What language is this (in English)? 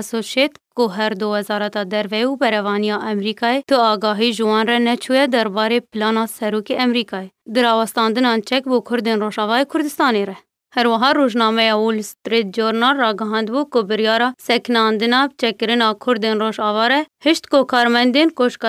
Kurdish